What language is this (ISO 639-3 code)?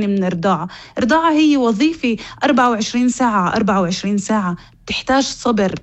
apc